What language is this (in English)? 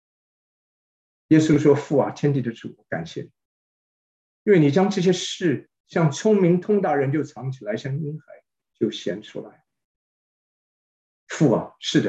Chinese